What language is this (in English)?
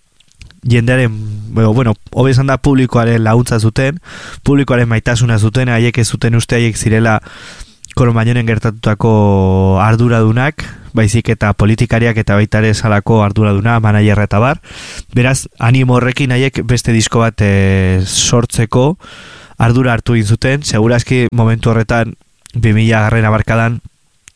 Basque